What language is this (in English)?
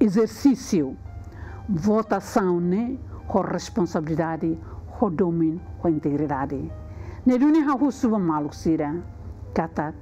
Tetum